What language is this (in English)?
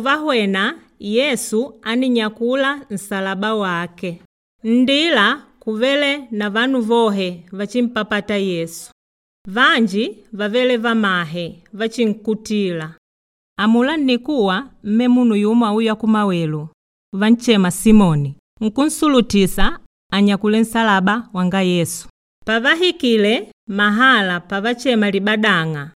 Makonde